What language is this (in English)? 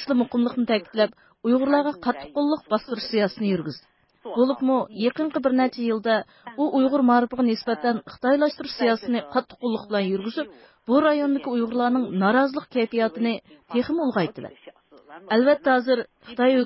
Uyghur